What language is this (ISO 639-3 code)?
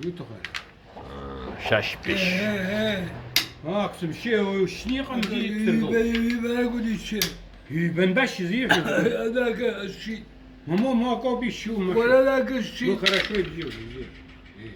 abk